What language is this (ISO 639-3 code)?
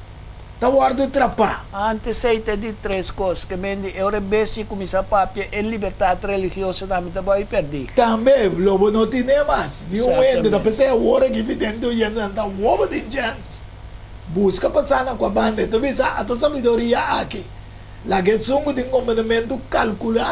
pap